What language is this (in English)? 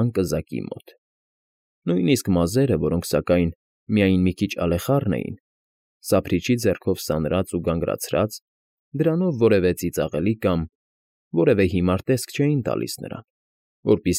Armenian